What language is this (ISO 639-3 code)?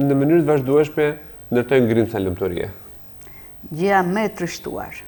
sqi